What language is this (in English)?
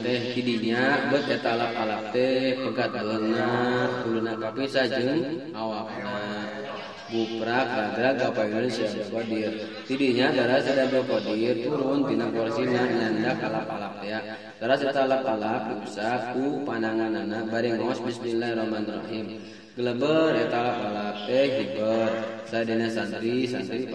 Sundanese